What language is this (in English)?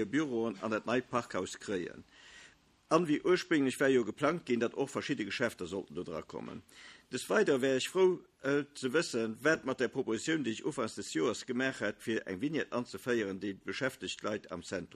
Luxembourgish